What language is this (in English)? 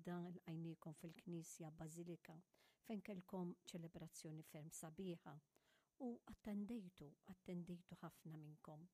Maltese